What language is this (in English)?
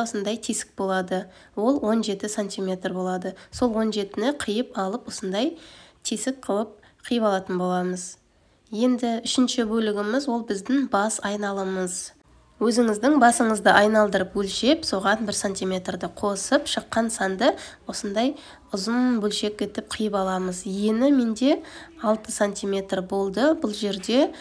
Kazakh